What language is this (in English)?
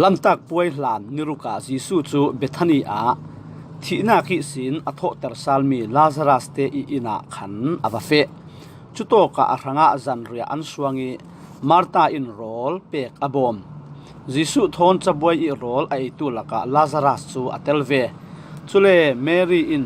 Falam Chin